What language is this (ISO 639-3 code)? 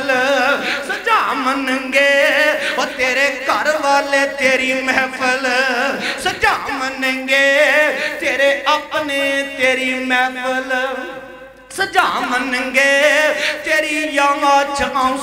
urd